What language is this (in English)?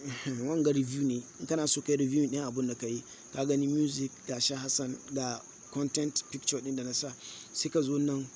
Hausa